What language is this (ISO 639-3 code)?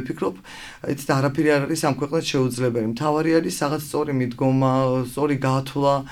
kat